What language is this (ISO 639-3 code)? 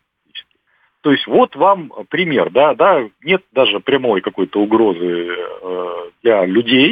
rus